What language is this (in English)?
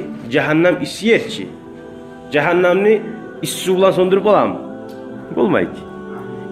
Kumyk